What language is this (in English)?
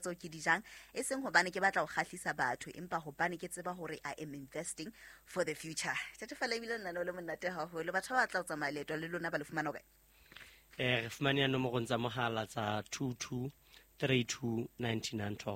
Southern Sotho